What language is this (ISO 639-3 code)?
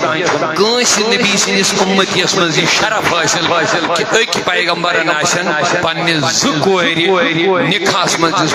kas